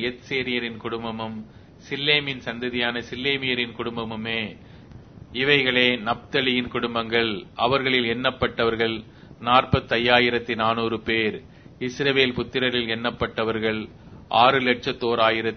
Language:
Tamil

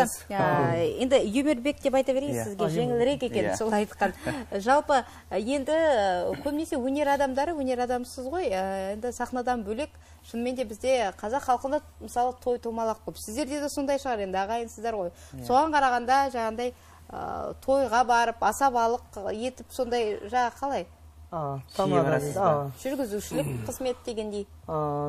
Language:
Kara-Kalpak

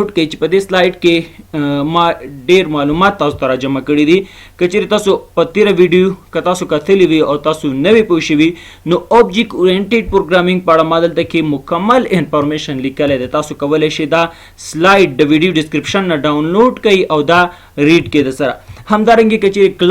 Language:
Pashto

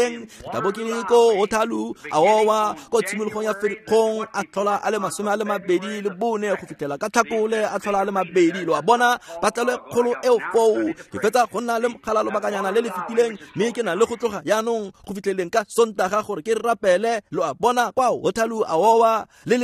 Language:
Tswana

